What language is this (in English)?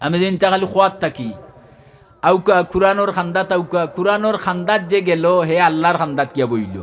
Sylheti